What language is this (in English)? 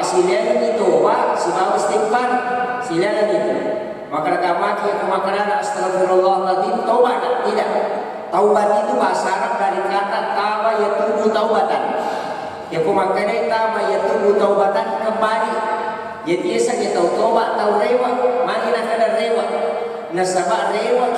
Buginese